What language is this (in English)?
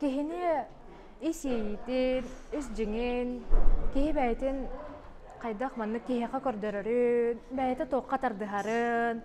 Yakut